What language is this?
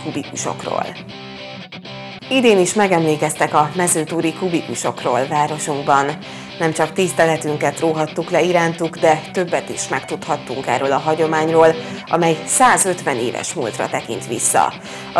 Hungarian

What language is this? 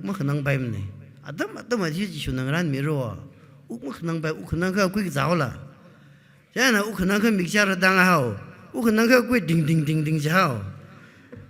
Tangkhul Naga (India)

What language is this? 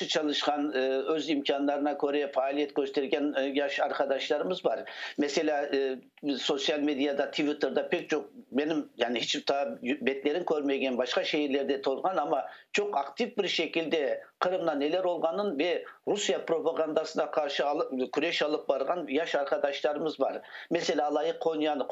Crimean Tatar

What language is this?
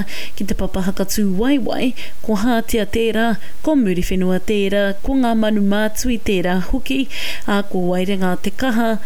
Māori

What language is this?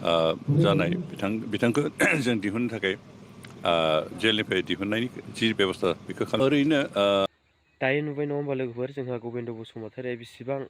Bodo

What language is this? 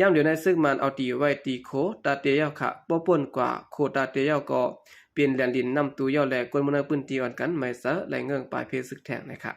Shan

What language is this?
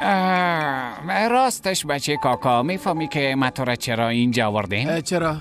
Persian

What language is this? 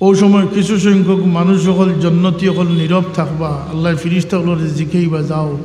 Sylheti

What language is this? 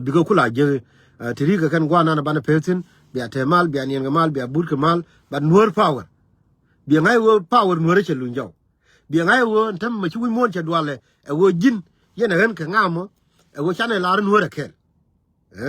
Nuer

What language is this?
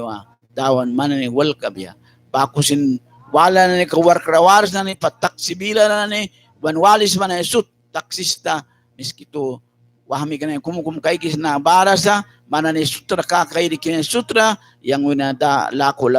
Mískito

